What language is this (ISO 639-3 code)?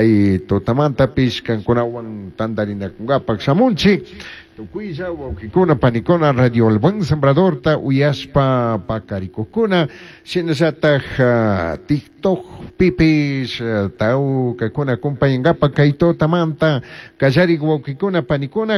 qug